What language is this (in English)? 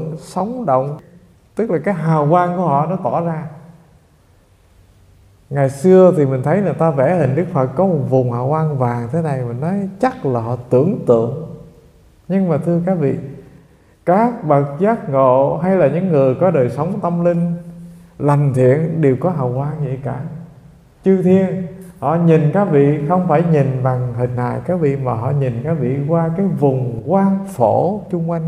Vietnamese